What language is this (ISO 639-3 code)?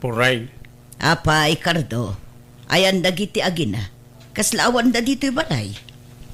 ilo